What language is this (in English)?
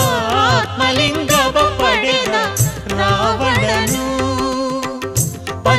Kannada